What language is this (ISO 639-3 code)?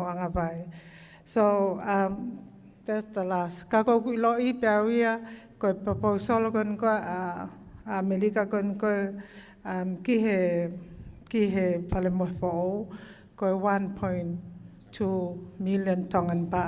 ton